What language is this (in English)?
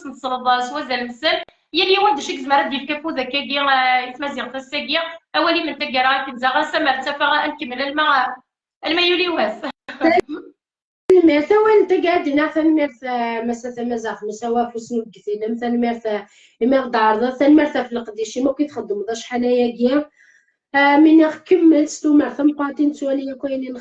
Kabyle